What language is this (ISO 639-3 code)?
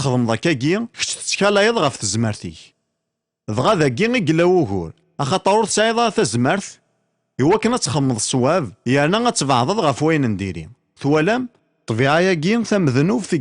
kab